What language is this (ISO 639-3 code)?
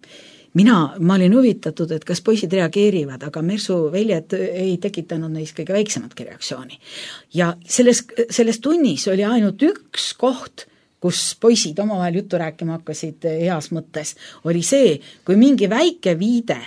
est